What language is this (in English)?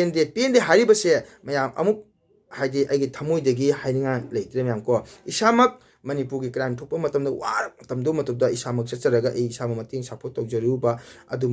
Manipuri